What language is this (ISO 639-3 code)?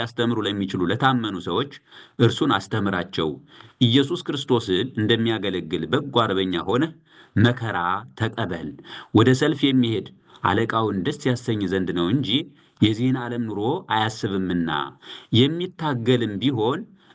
amh